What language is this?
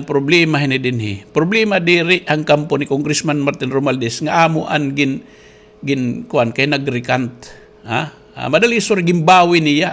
Waray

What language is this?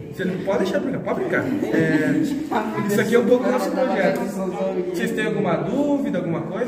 Portuguese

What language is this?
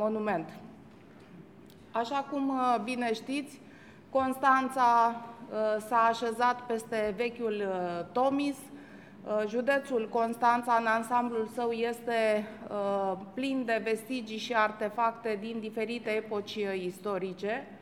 Romanian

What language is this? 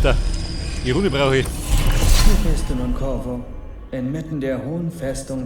Bavarian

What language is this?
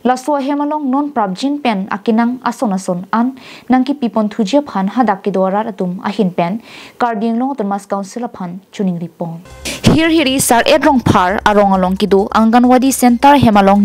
Karbi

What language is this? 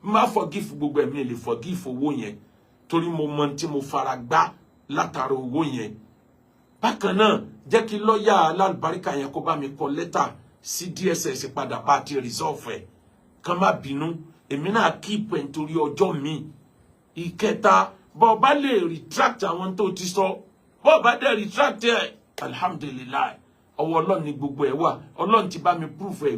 Yoruba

